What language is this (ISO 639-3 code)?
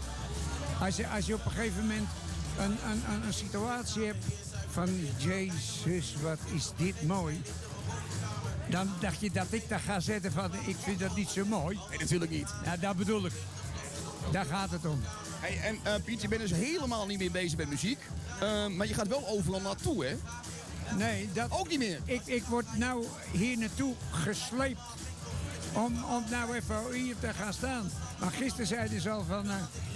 nld